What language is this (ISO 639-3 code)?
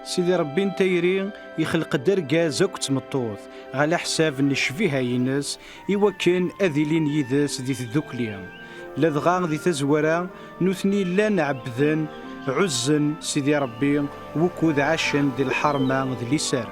kab